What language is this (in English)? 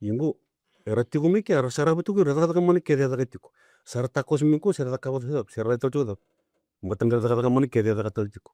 Fijian